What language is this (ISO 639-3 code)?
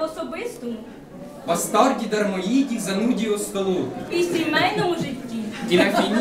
ukr